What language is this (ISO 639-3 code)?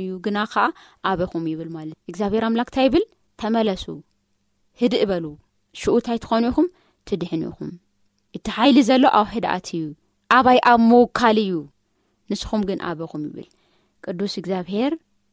tir